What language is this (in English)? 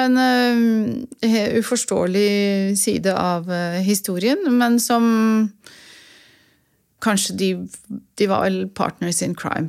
Norwegian